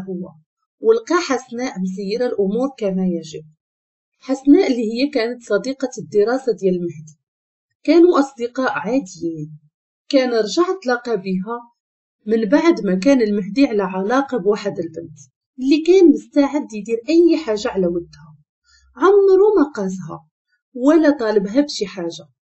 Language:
Moroccan Arabic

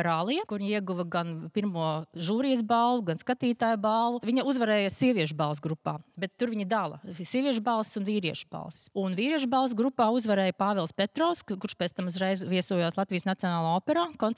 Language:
Latvian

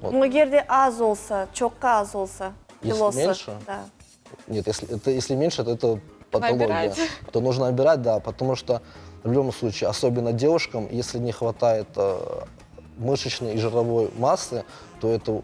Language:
Crimean Tatar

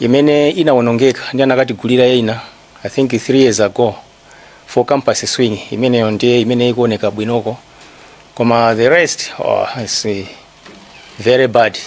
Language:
Nyanja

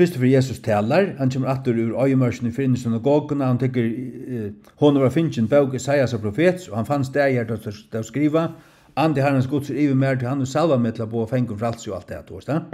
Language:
Faroese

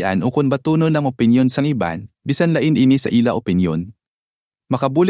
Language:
Hiligaynon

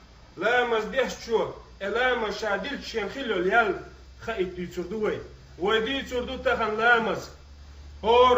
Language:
Chechen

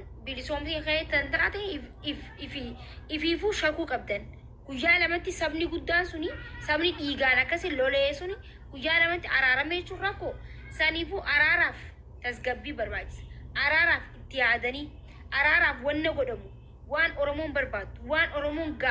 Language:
Oromo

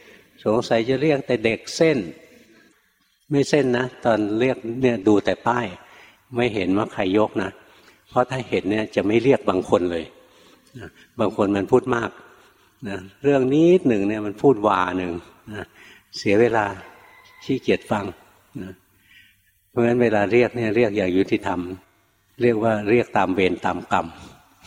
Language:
Thai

